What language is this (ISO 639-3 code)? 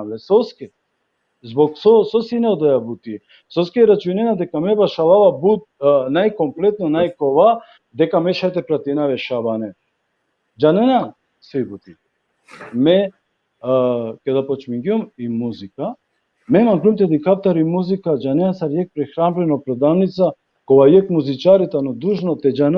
rmn